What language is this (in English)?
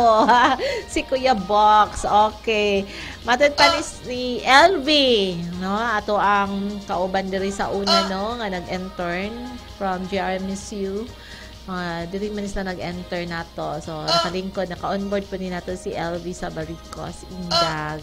Cebuano